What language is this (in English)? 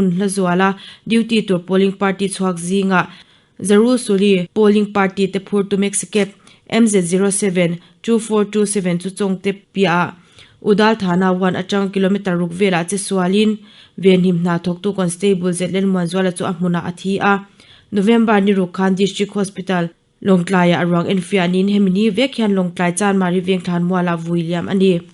Mizo